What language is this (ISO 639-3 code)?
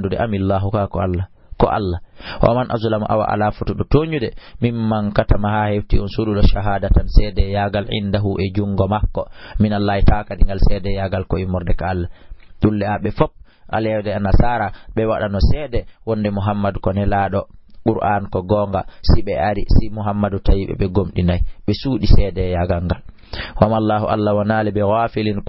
ful